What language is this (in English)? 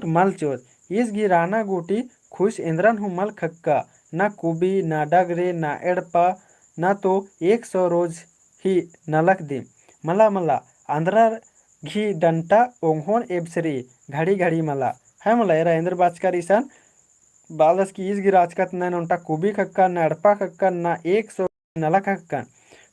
Kurukh